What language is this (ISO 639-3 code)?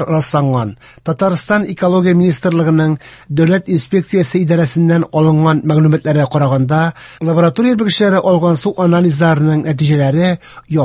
tat